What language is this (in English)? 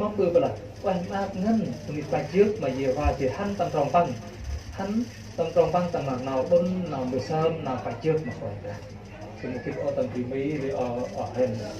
Central Mnong